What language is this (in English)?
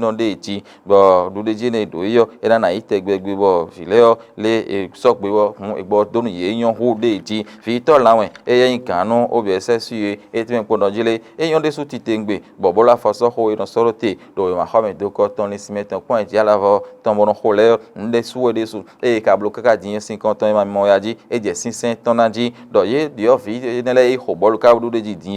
Fon